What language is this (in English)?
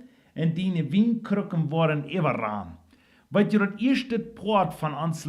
Plautdietsch